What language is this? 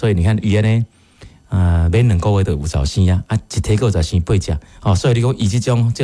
Min Nan Chinese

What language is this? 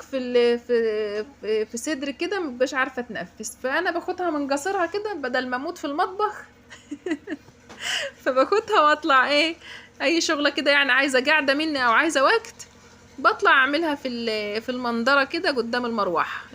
Egyptian Arabic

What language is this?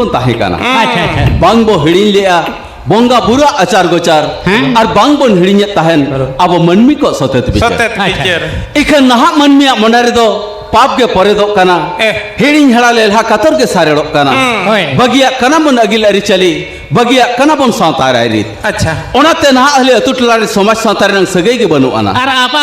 Santali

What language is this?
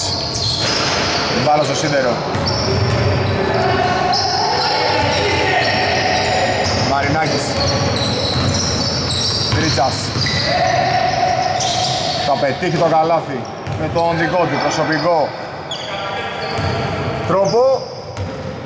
Greek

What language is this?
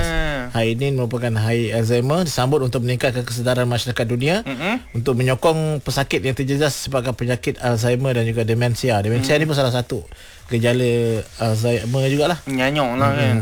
Malay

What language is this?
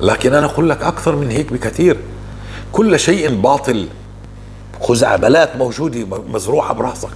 North Levantine Arabic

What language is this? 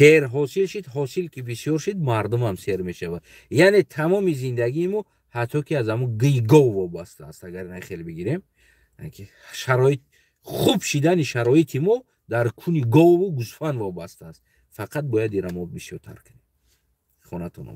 Tajik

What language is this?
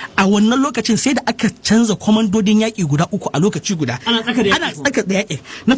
Hausa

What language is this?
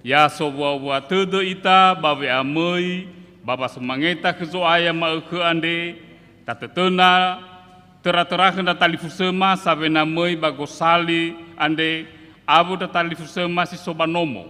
Nias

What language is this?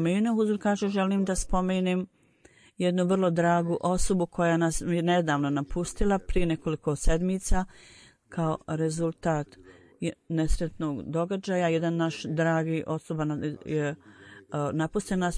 Bosnian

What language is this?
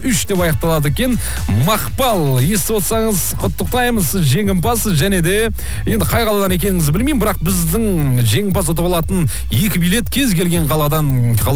Kazakh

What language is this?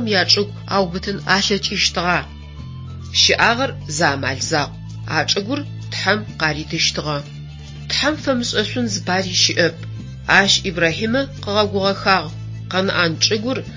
Adyghe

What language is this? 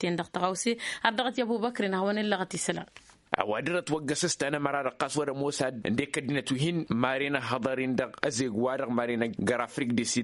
Tamasheq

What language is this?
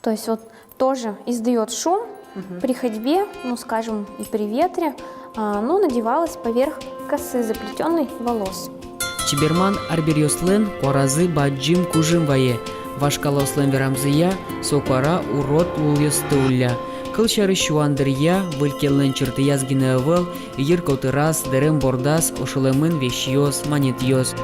Udmurt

